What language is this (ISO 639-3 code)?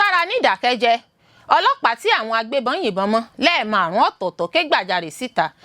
yor